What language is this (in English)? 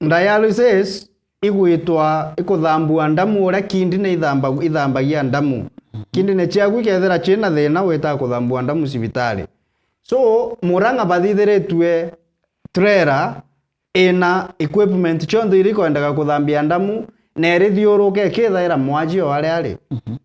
Meru